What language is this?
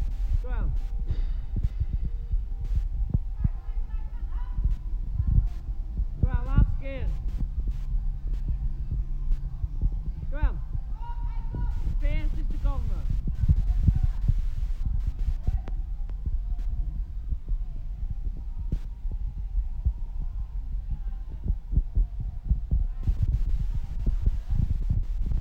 Dutch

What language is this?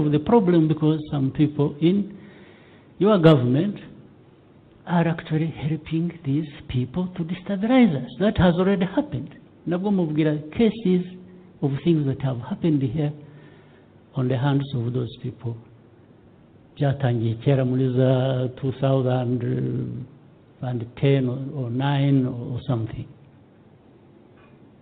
Kinyarwanda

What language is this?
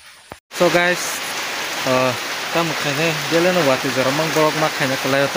Kok Borok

